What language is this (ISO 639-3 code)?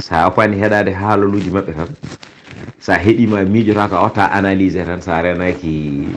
ful